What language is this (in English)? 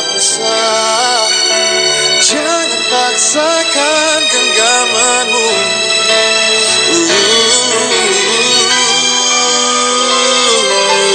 Indonesian